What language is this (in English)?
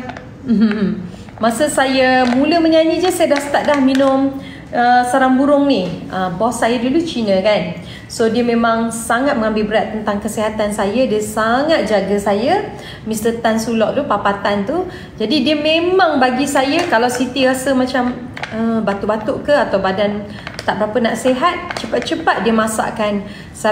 Malay